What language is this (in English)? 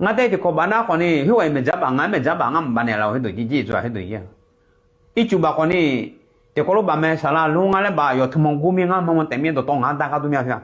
Akha